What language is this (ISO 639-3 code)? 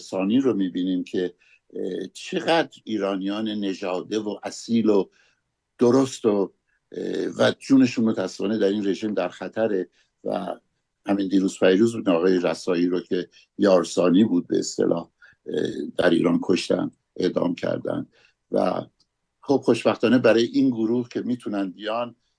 fas